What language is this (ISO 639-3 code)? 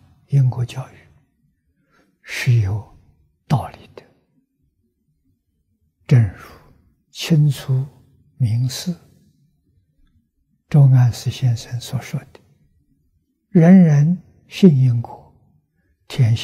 zho